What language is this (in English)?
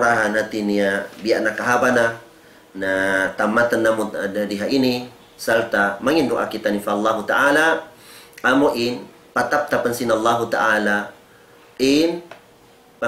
Tausug